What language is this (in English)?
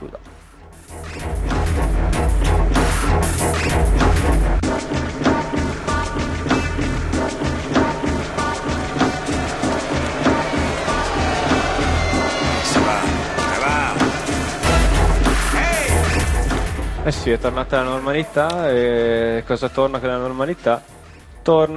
Italian